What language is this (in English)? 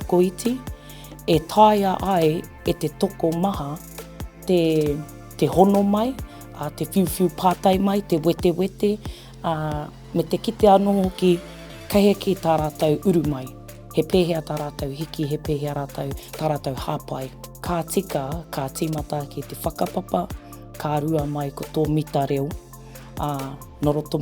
Māori